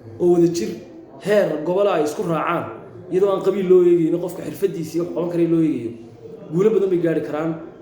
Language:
Somali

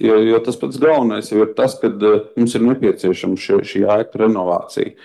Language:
Latvian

